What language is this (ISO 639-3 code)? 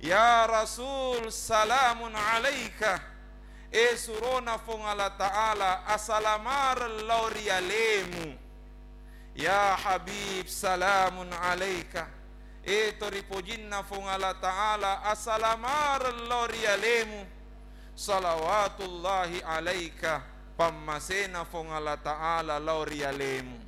bug